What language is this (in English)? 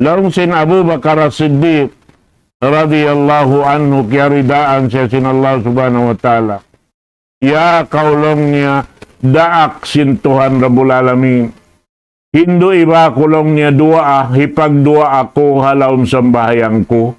Tausug